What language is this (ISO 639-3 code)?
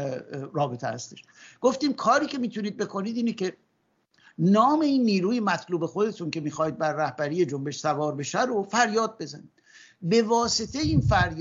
fas